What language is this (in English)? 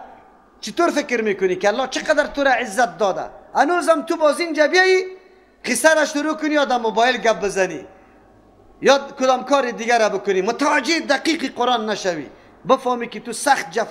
Persian